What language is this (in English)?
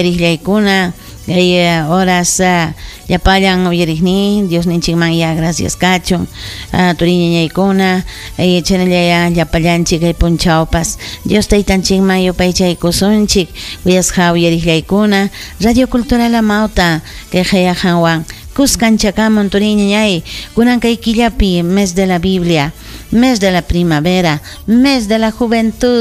Ayacucho Quechua